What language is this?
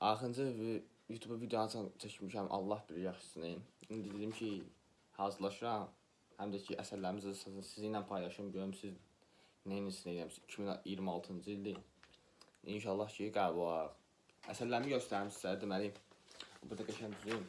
Azerbaijani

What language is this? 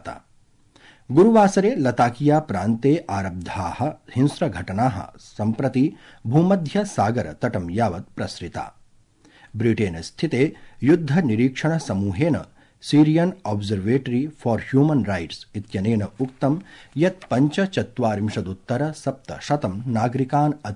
Sanskrit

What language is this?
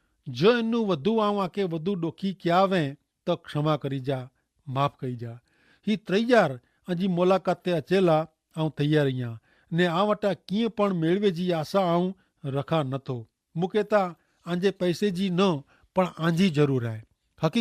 Kachhi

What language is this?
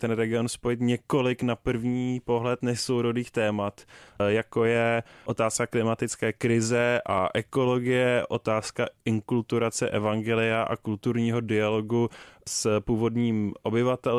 Czech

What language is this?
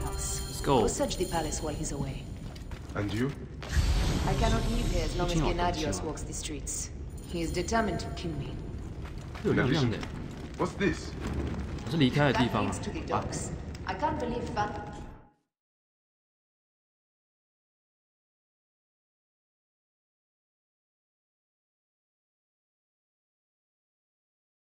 Chinese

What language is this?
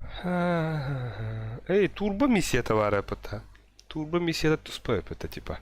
Yakut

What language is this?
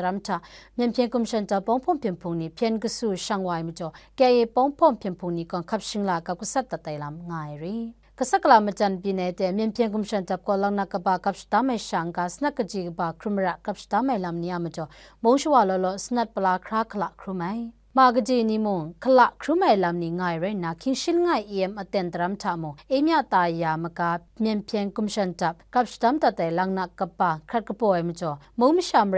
Kachin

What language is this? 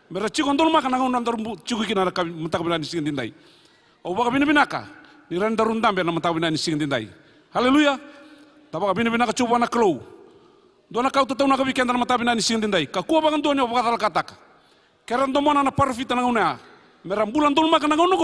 Fijian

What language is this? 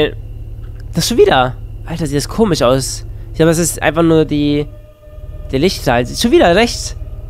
German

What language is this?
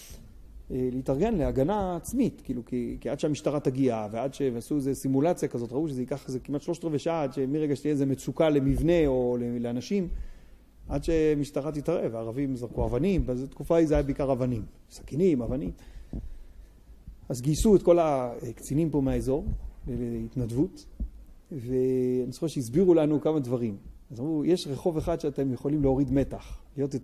Hebrew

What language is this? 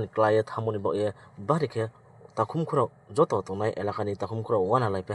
Riang (India)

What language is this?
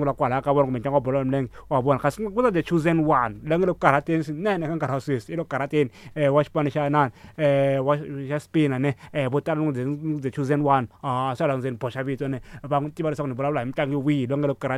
Tsonga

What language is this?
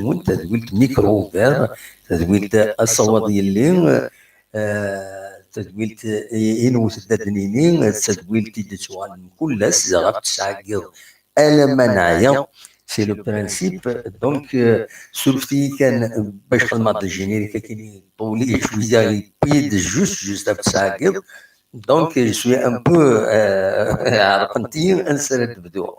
Kabyle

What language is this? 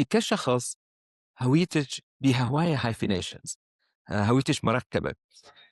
Mesopotamian Arabic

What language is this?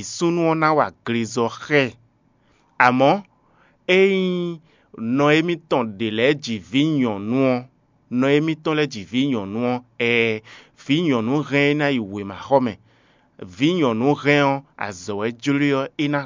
Fon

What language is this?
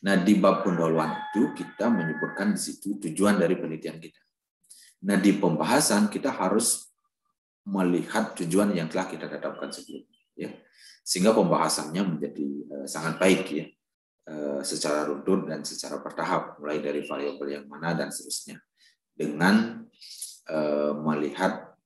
Indonesian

